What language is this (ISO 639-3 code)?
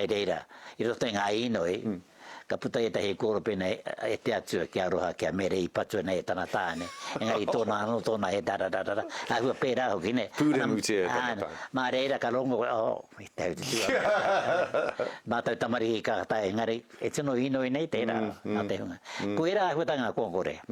mri